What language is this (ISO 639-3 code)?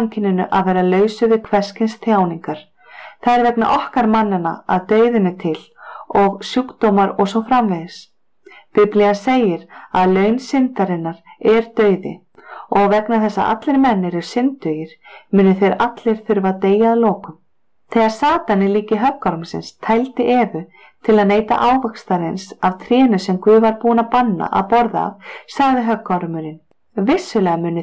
isl